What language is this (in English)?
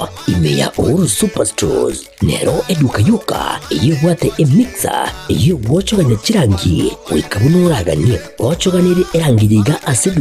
Gusii